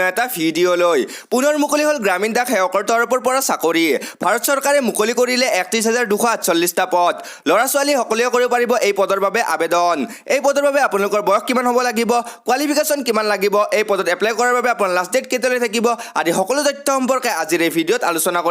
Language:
Assamese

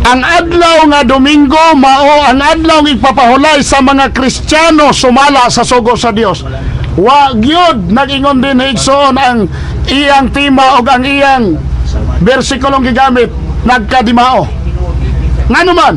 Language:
Cebuano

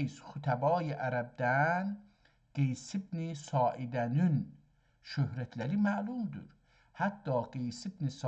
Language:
South Azerbaijani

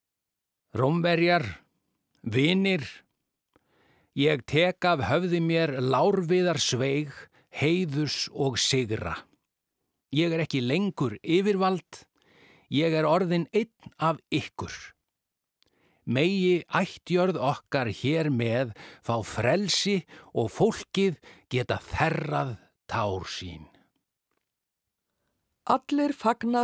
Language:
Icelandic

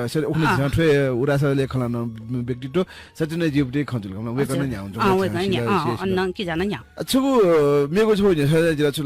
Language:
Newari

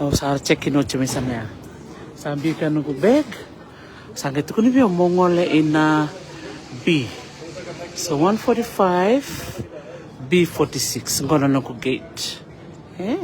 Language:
Fijian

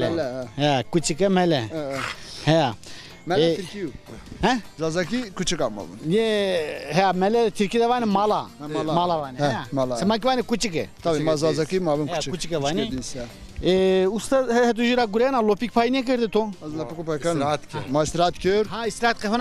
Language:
Zaza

